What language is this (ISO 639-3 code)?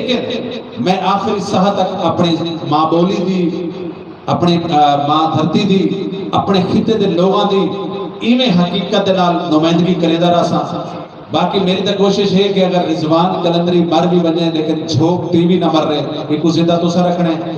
skr